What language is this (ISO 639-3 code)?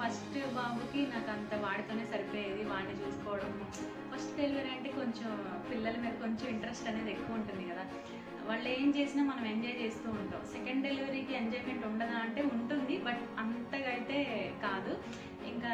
tel